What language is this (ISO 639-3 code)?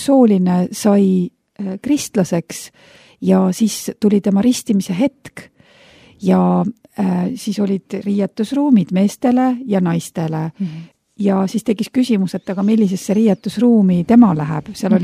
est